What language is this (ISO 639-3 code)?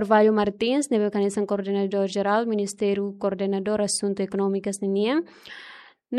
tet